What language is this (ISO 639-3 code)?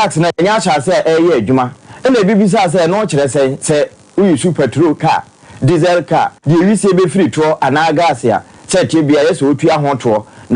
aka